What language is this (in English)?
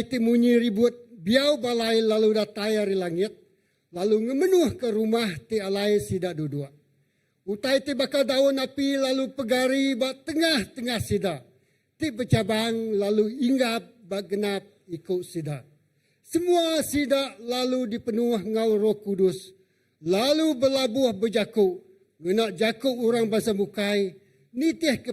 Iban